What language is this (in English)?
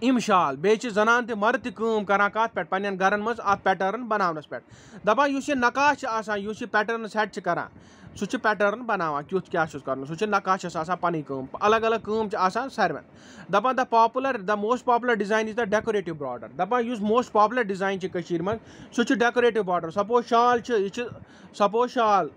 Kashmiri